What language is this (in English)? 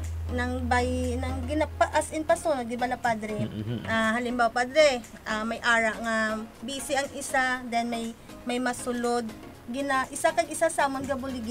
Hiligaynon